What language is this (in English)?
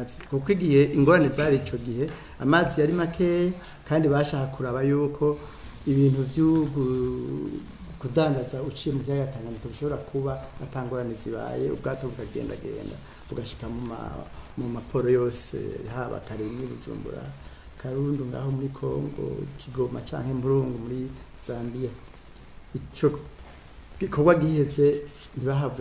Rundi